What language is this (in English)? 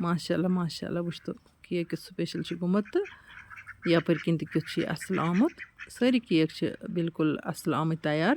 Kashmiri